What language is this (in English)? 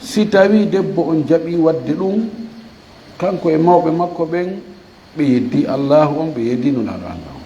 Fula